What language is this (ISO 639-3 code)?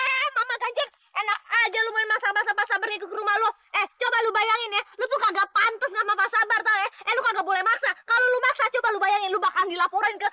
bew